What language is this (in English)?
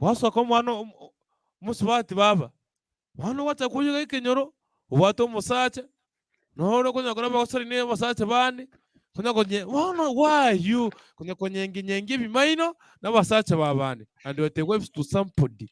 Gusii